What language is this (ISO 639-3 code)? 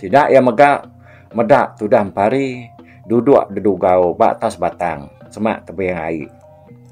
iba